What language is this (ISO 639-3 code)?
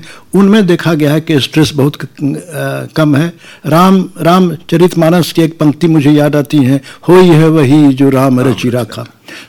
hin